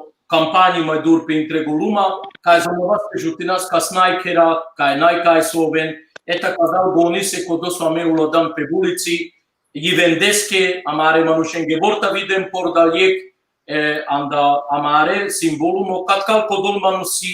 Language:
Balkan Romani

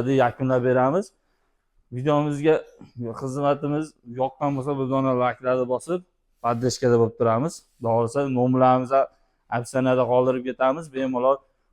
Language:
Uzbek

